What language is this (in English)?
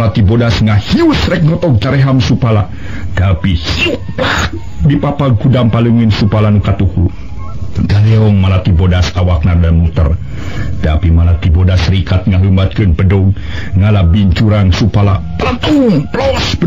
Sundanese